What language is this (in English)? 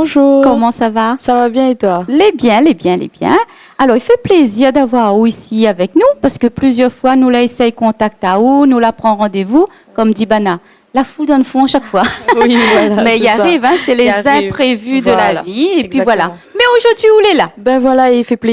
Réunion Creole French